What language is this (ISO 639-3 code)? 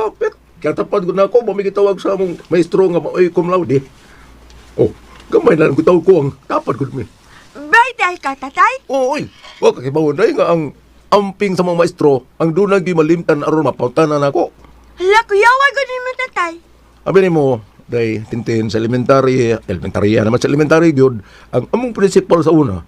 ceb